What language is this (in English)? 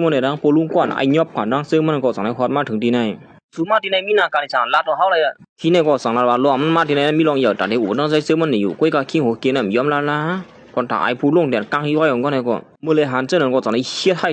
Shan